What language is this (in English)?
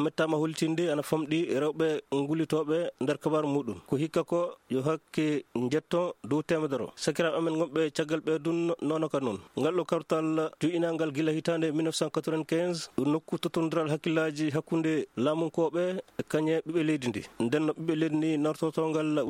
Maasina Fulfulde